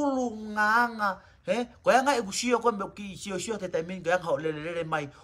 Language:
Tongan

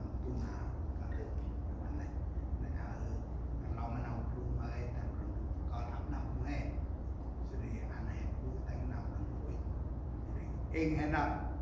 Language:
Central Mnong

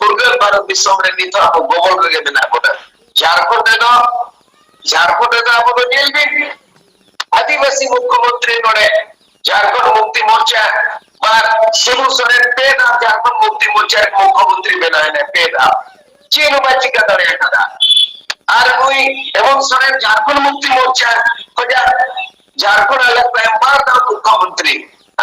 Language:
Santali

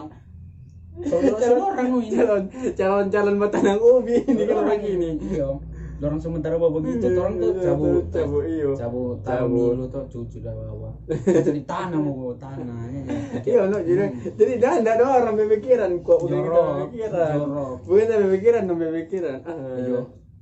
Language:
Manado Malay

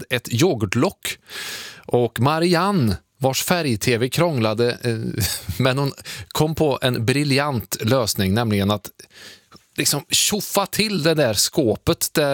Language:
Swedish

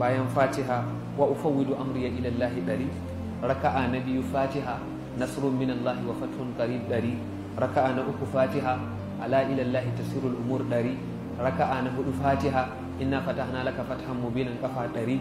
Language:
Hausa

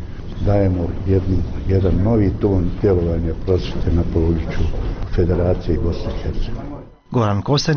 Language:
Bosnian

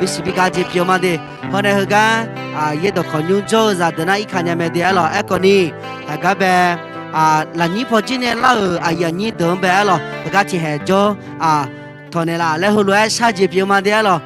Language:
Akha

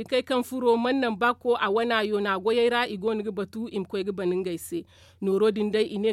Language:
Zarma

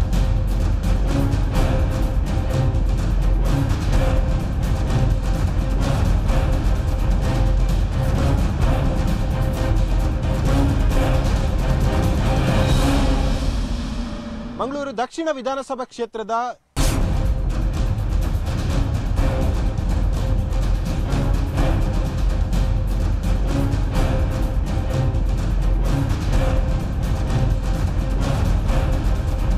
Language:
Kannada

